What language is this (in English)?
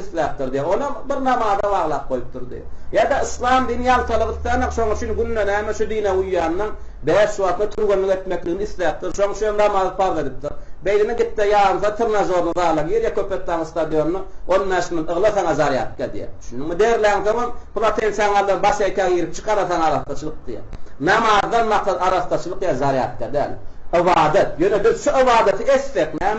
Turkmen